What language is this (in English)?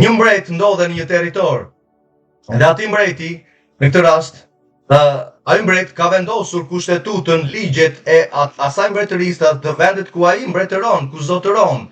Albanian